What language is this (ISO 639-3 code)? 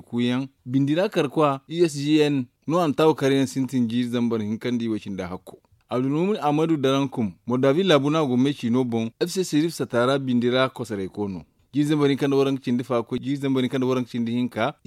dje